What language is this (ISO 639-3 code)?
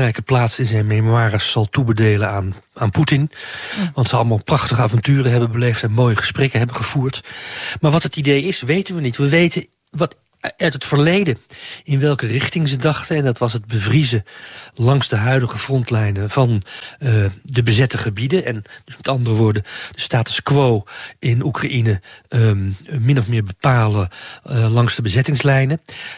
nld